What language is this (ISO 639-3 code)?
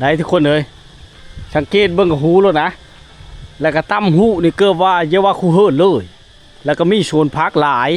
lao